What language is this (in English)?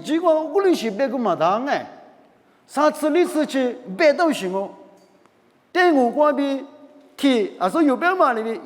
Lisu